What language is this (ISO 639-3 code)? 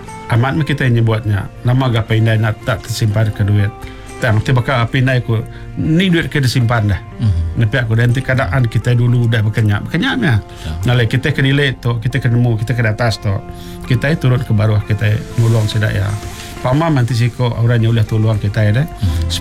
iba